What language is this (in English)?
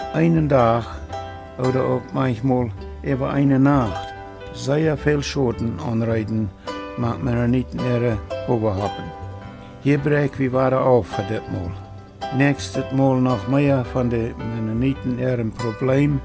Plautdietsch